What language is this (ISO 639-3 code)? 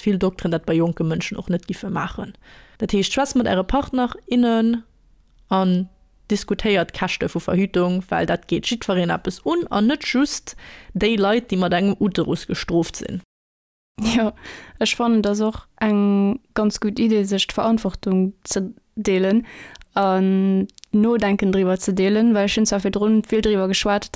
ltz